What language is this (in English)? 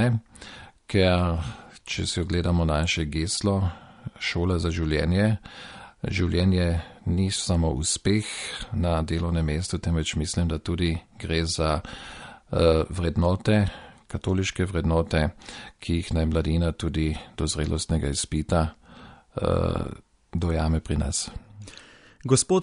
Slovenian